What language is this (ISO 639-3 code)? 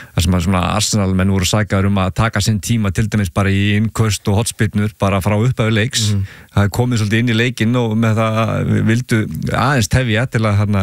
isl